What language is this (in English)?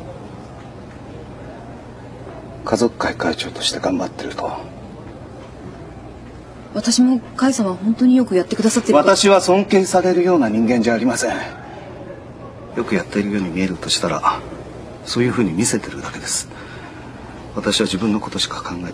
Japanese